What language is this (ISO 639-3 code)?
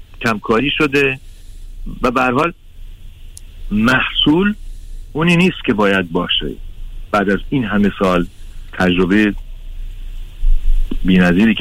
fas